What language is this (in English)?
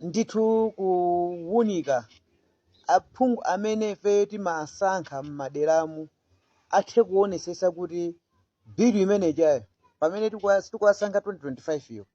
Nyanja